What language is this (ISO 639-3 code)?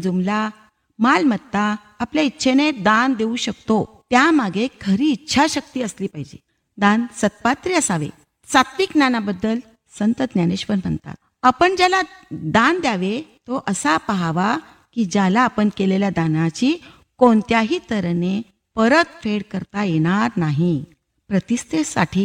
mar